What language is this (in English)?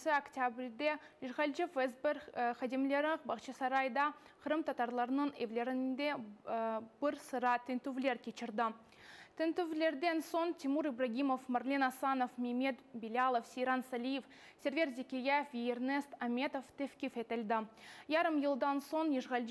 Crimean Tatar